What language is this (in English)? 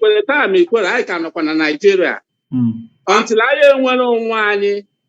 Igbo